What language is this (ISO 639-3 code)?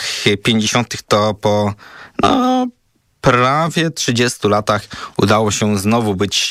pol